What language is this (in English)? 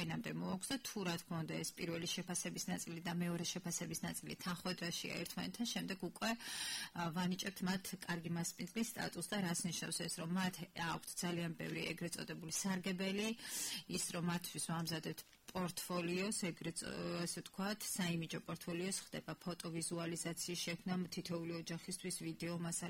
Georgian